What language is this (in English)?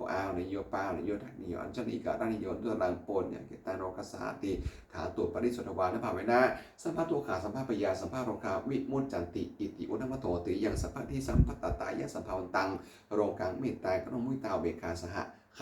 Pali